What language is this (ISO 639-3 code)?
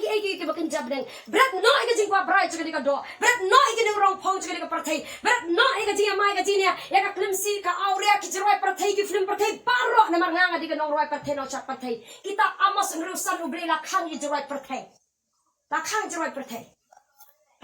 kha